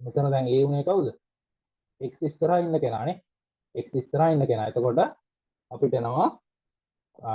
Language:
Sinhala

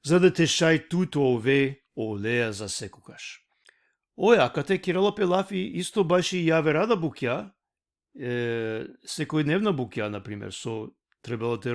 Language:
Balkan Romani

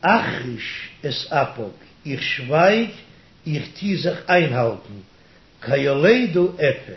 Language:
Yiddish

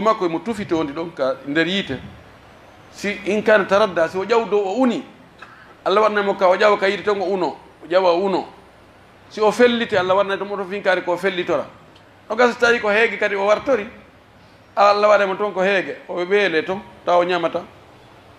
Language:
Pular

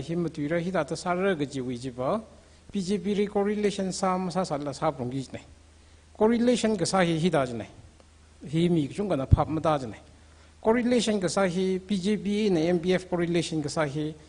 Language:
Tangkhul Naga (India)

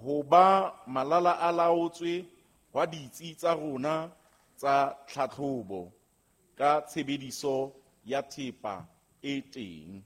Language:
Southern Sotho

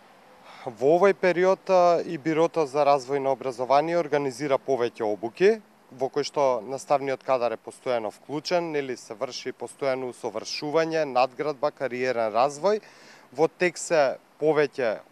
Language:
Macedonian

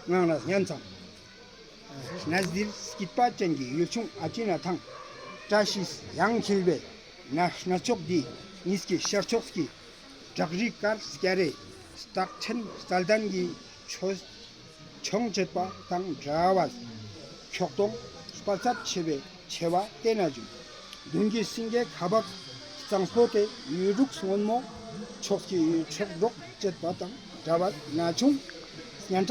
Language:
Ladakhi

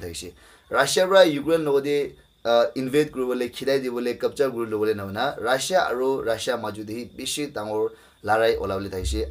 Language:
Naga Pidgin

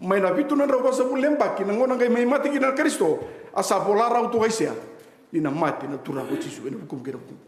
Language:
Fijian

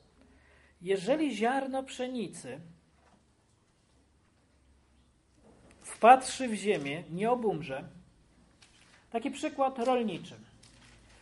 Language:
Polish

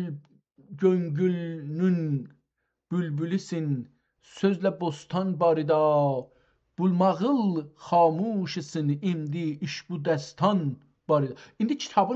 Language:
South Azerbaijani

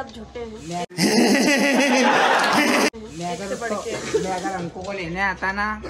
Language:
Hindi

